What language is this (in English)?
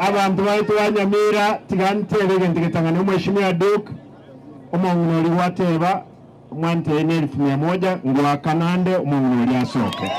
Gusii